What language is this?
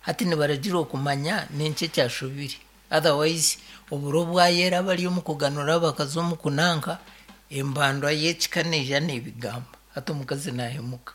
Nyankole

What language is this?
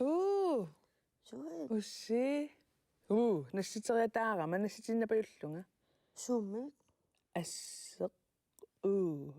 Kalaallisut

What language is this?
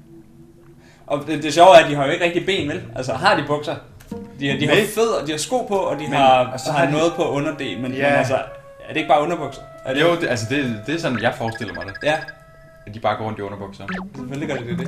Danish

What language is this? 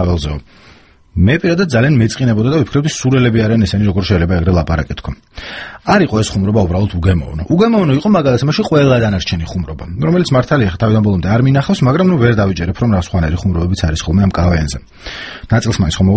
Georgian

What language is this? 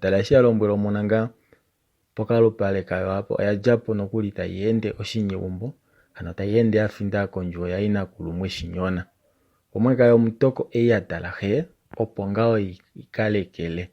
Kuanyama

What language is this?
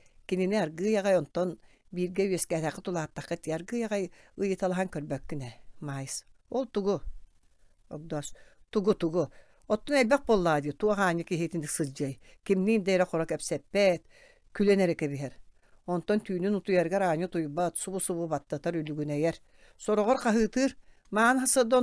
Yakut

